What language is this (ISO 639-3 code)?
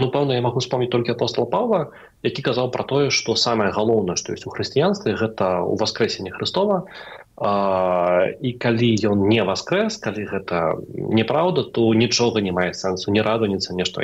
bel